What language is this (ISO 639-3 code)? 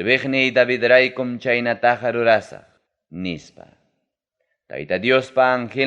quy